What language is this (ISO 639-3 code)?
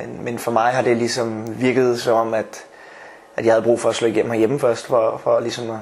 dan